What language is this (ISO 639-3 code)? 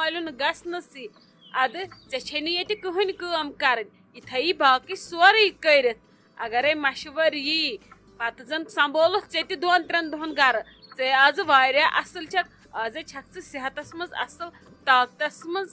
kas